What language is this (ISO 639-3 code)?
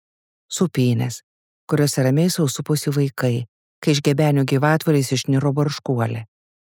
lit